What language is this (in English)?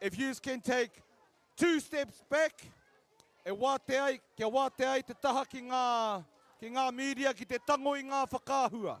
Māori